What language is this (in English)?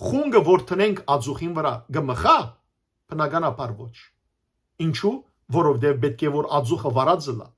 Western Armenian